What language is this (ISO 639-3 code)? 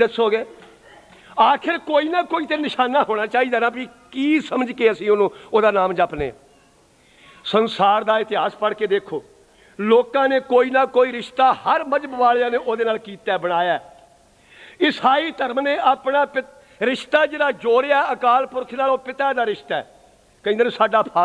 pan